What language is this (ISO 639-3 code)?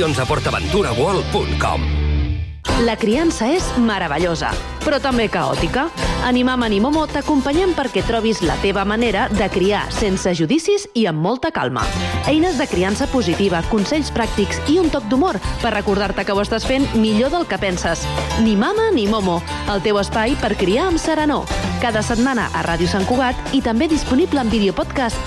cat